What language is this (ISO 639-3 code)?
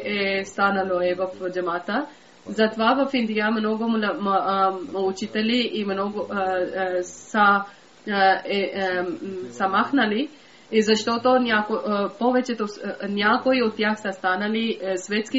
bul